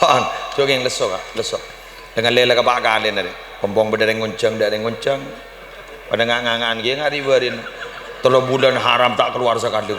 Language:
Madurese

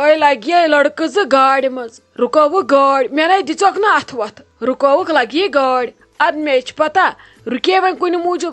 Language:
Kashmiri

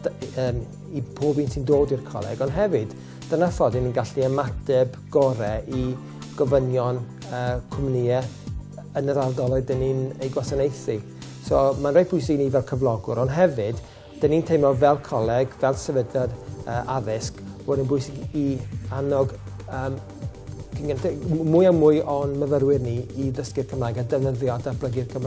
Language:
Welsh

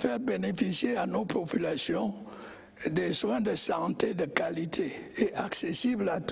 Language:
French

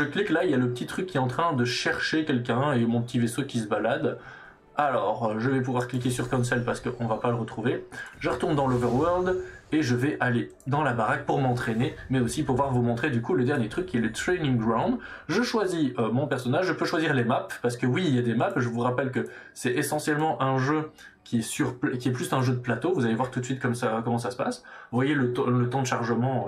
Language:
French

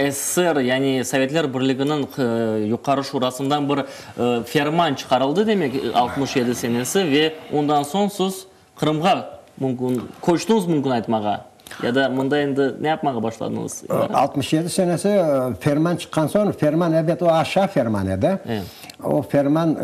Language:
Crimean Tatar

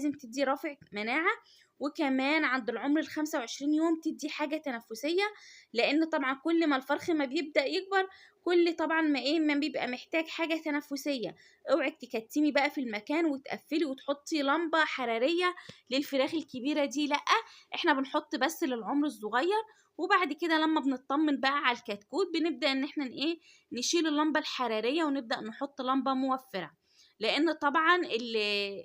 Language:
Egyptian Arabic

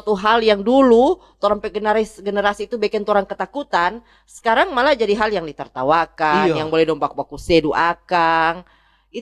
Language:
Manado Malay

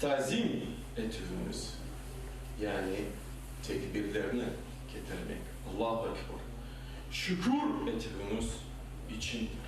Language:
Crimean Tatar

